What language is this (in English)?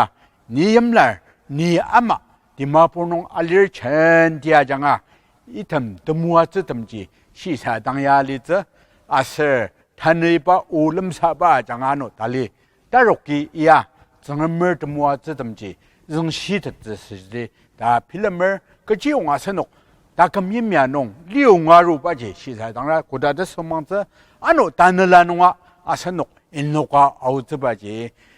Ao Naga